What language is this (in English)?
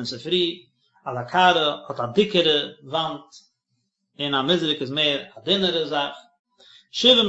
Yiddish